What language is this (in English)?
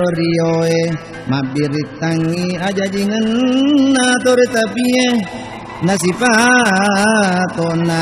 Buginese